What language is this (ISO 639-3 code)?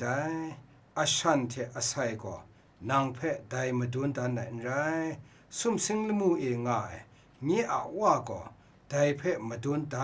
kac